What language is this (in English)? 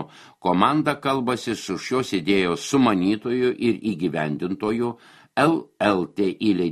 Lithuanian